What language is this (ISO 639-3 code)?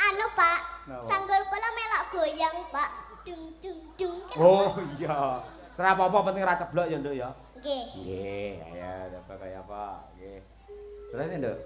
jav